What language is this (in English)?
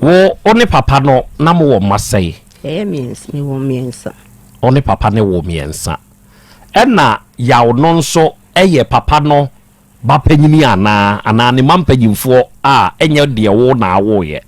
Akan